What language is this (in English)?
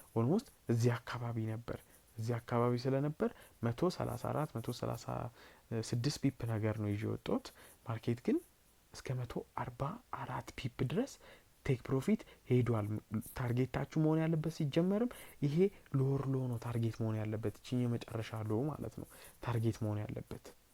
Amharic